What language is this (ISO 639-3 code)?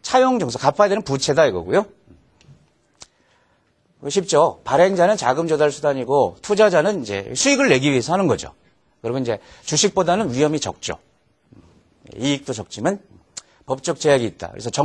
kor